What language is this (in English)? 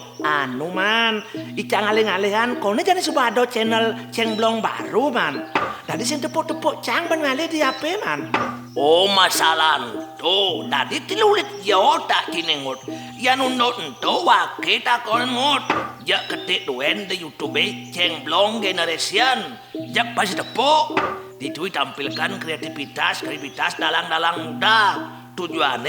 Balinese